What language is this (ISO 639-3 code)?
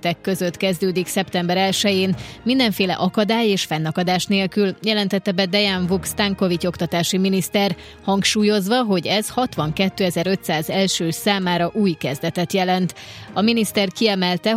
hun